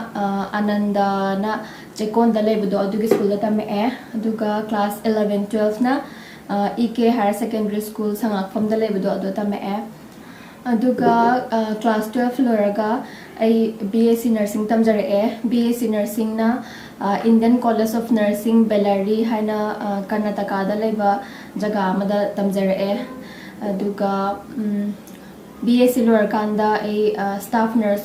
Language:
Manipuri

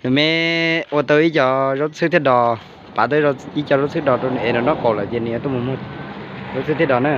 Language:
Hmong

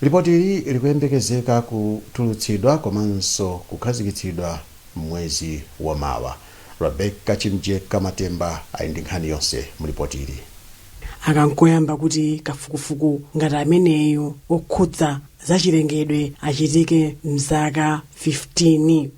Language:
Nyanja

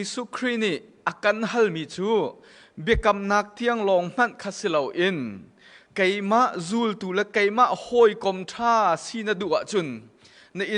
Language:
Hakha Chin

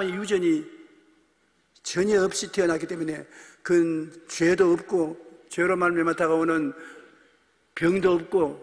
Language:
Korean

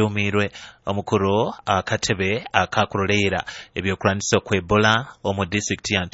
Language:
Nyoro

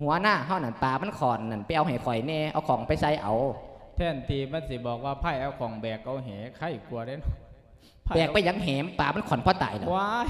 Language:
Lao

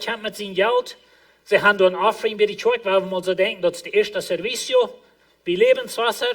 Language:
Plautdietsch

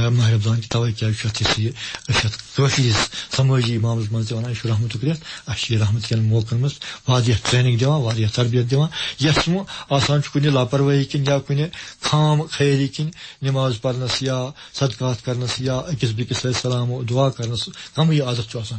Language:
Kashmiri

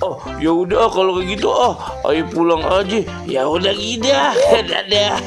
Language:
Betawi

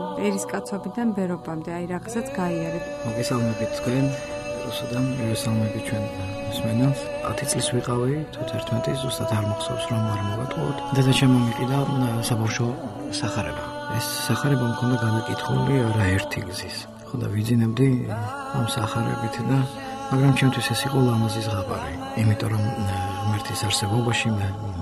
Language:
Georgian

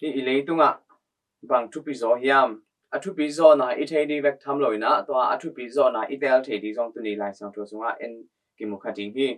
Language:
Tedim Chin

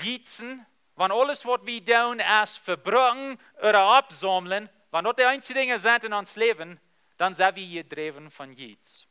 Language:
Plautdietsch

